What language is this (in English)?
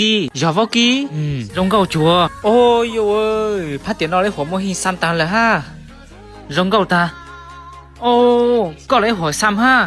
Hmong